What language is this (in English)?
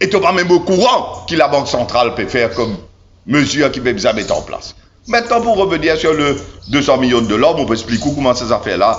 Morisyen